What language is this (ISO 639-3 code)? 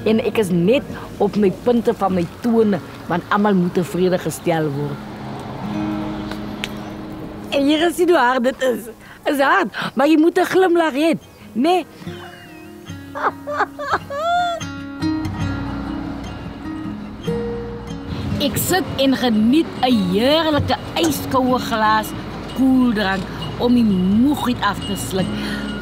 afr